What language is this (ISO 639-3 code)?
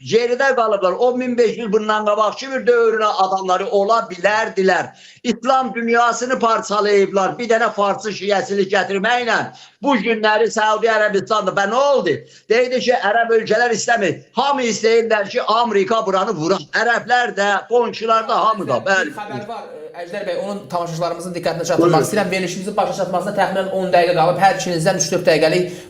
aze